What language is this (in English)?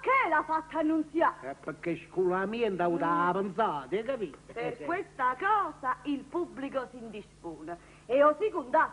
Neapolitan